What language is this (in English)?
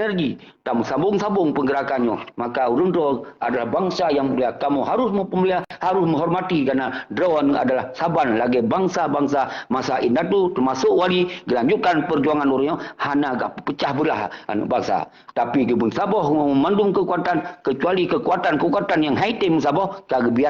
Achinese